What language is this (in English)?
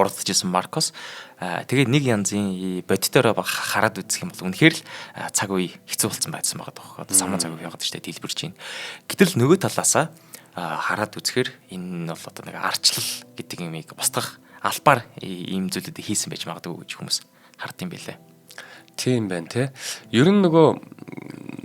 Mongolian